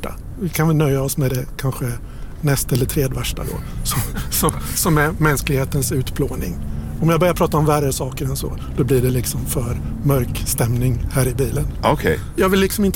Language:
Swedish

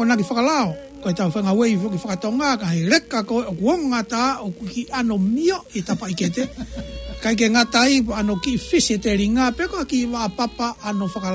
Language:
Tongan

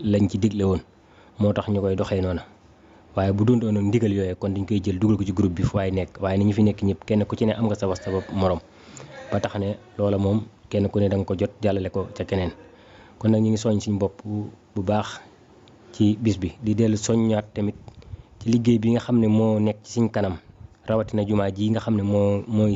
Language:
Wolof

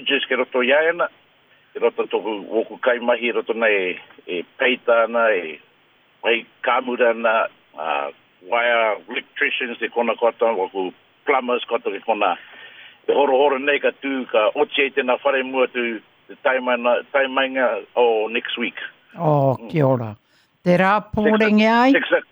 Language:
Māori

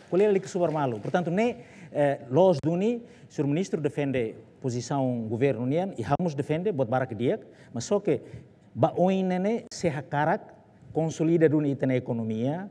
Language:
Tetum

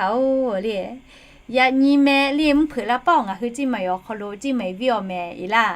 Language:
Lahu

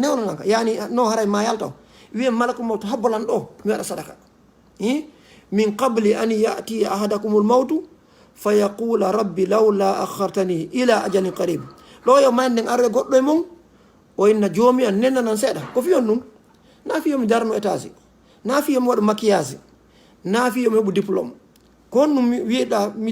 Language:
Fula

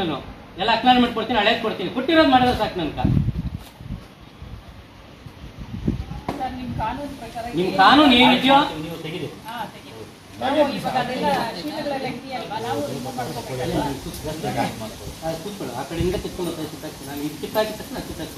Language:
Kannada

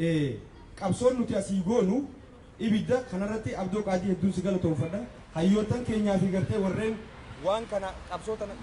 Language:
Oromo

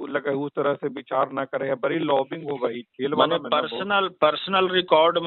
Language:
Magahi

